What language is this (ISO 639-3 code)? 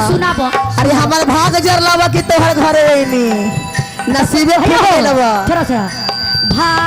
mag